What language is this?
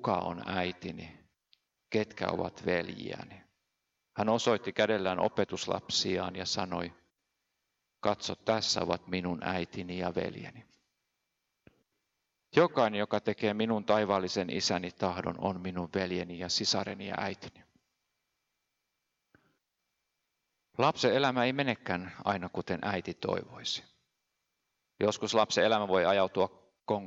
Finnish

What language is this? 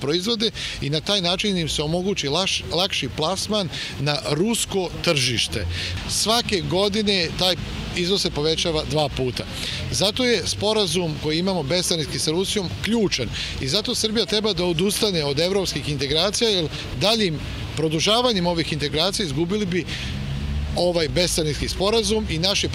Serbian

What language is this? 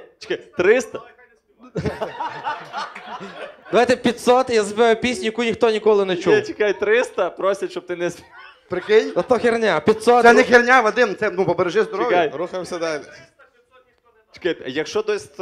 Ukrainian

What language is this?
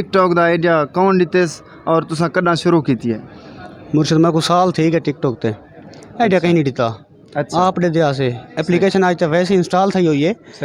Saraiki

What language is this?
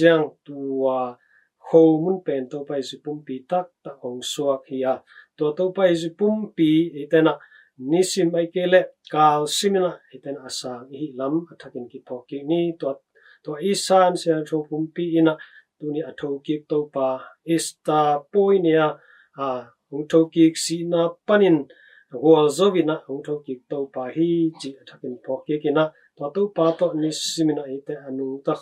Tedim Chin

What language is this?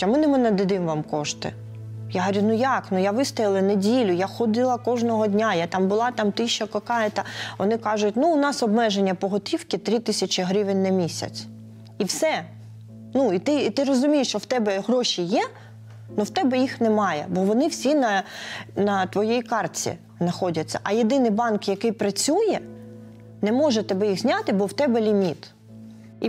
Ukrainian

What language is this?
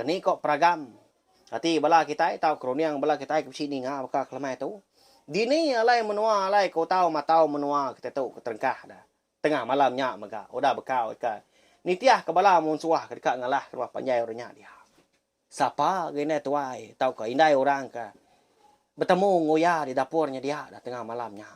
Iban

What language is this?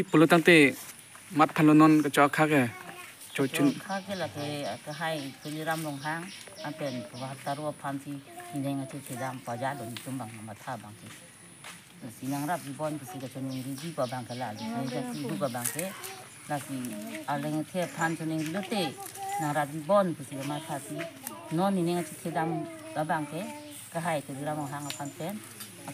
Karbi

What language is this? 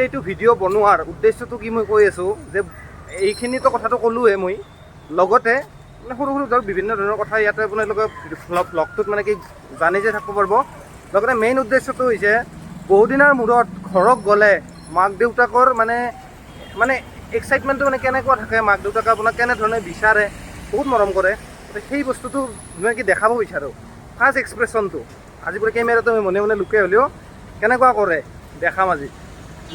Assamese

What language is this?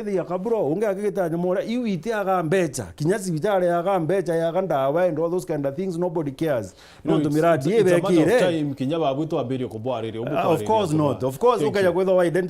Meru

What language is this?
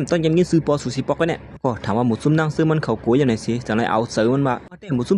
Shan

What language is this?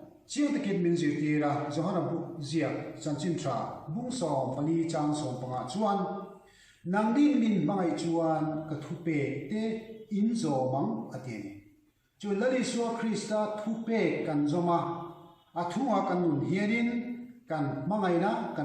Mizo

